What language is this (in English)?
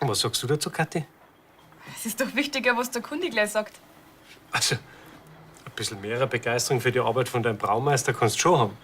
Bavarian